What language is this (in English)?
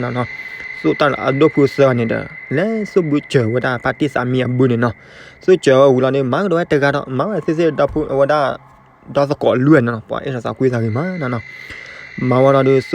S'gaw Karen